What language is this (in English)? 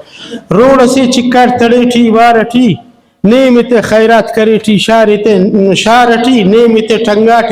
Brahui